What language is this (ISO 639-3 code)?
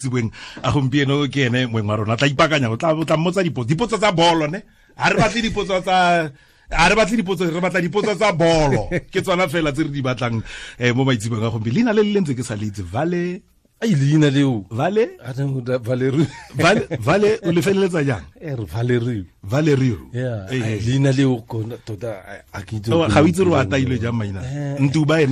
tsn